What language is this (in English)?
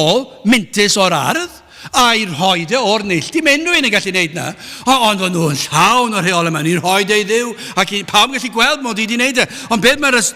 Welsh